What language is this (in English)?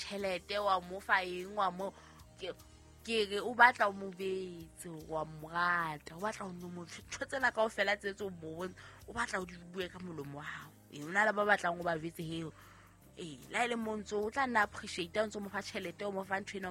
Southern Sotho